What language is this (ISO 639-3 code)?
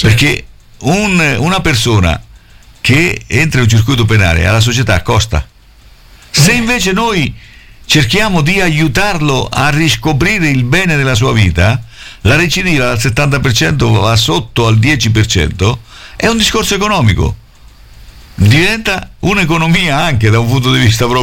ita